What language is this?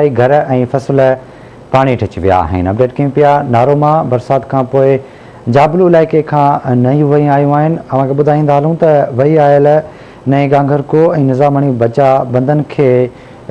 Sindhi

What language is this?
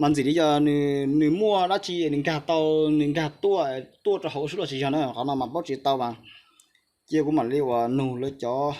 Hmong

